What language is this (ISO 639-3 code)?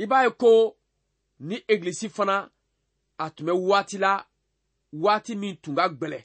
bam